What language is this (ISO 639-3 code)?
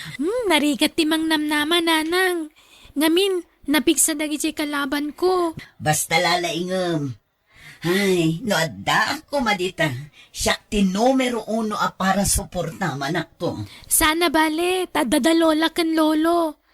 ilo